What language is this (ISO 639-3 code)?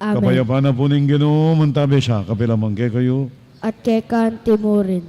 pam